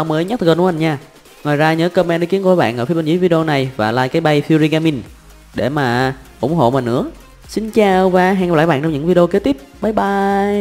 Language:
Vietnamese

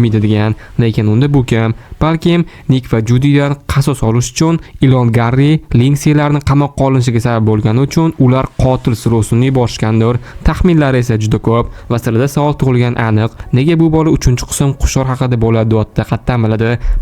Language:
Uzbek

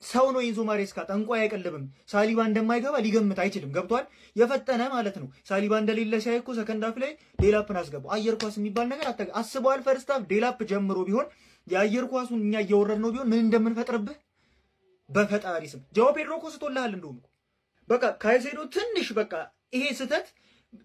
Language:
Amharic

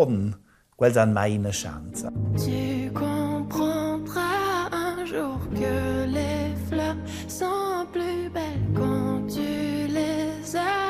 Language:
Romansh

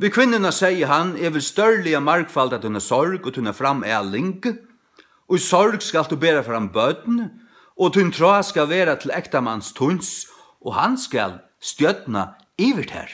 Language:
Faroese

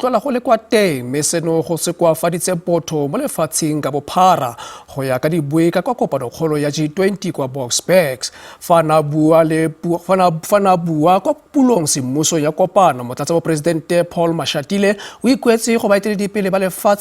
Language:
Tswana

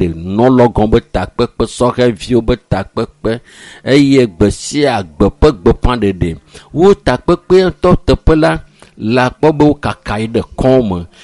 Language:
Ewe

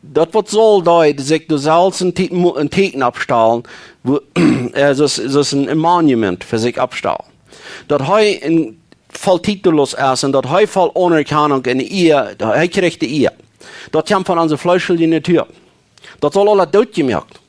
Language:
Plautdietsch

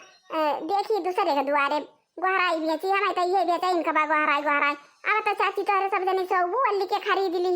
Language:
Awadhi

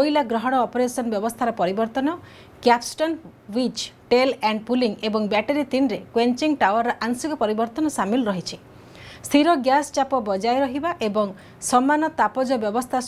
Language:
Odia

